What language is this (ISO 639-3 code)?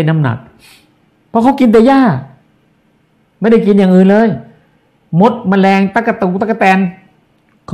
tha